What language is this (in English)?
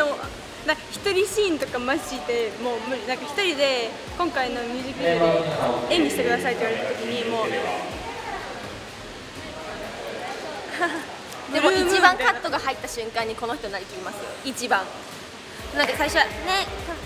Japanese